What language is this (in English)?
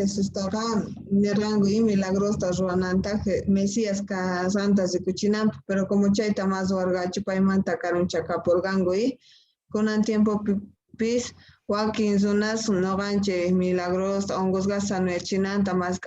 Quechua